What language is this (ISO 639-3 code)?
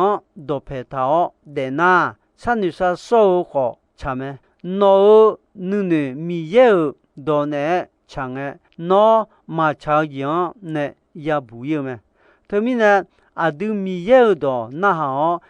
ahk